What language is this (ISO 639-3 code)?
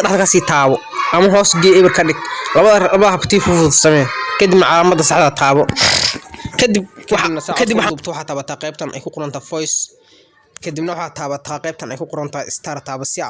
som